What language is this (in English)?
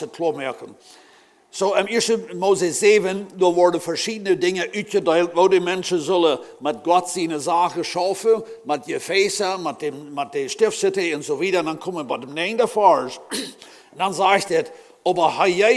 Plautdietsch